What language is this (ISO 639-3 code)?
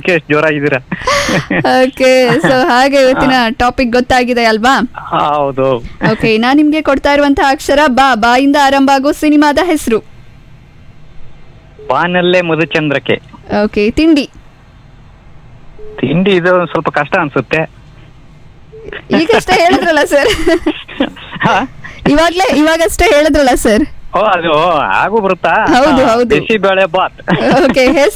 kan